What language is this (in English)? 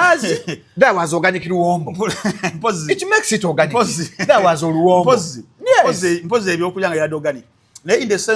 Ganda